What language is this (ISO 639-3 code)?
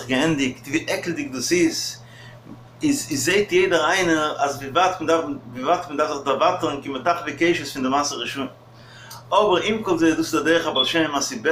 yid